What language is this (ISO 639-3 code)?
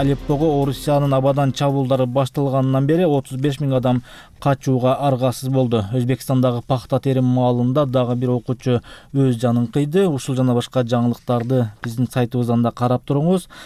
kir